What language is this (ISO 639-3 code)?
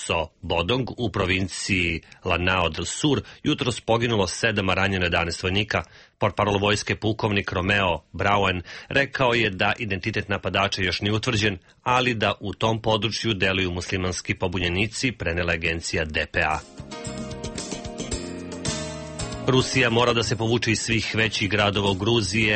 srp